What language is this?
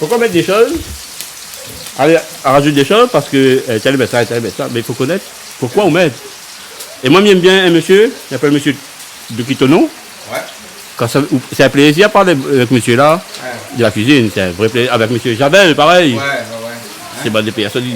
Réunion Creole French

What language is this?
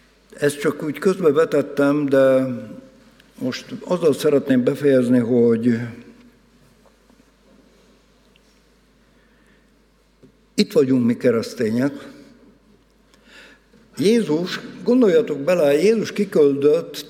Hungarian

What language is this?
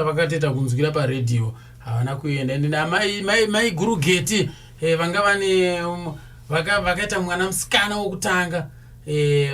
Shona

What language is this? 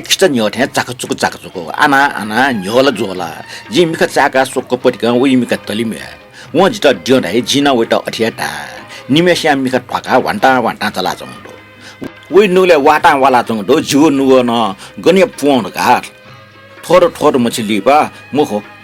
Newari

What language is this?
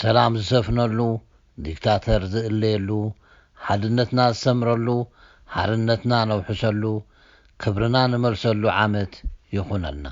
Tigrinya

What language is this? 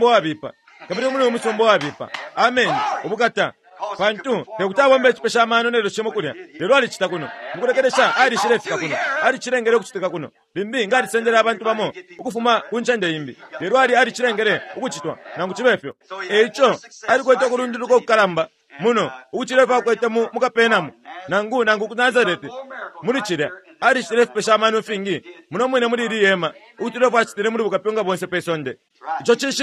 Bemba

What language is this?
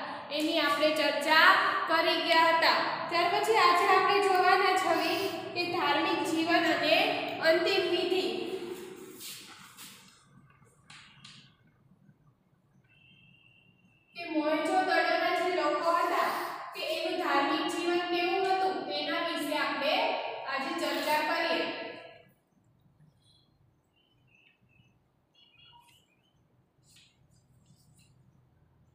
Gujarati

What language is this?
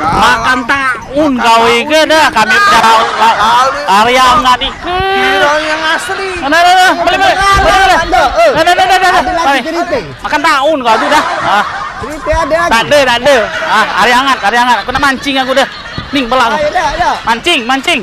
Musi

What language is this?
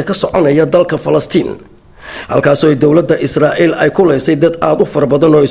Somali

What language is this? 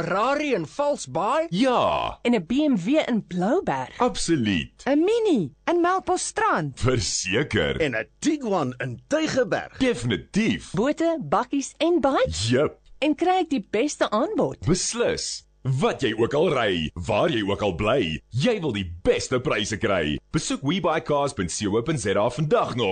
Afrikaans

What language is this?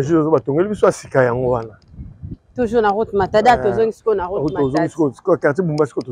Lingala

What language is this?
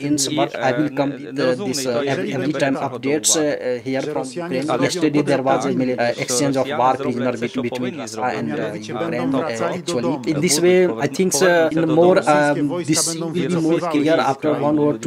English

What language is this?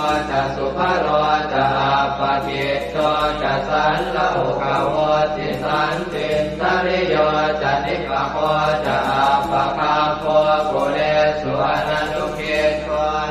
Pali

